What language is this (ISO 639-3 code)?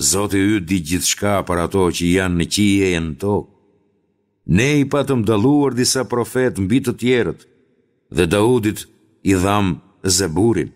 sqi